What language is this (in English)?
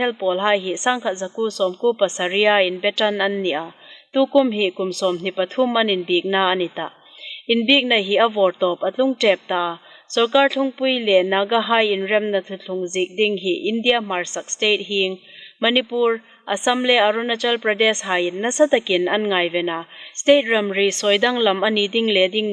Hmar